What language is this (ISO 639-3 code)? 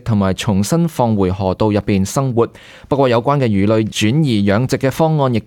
yue